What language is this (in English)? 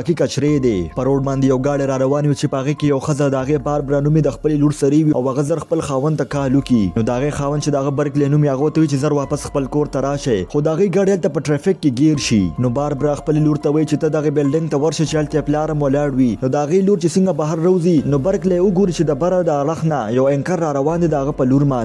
Pashto